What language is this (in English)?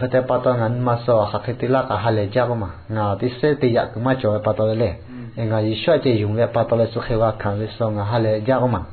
Lahu